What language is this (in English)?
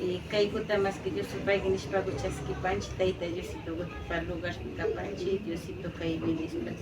Imbabura Highland Quichua